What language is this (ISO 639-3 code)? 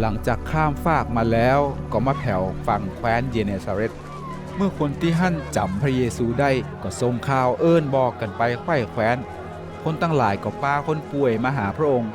nod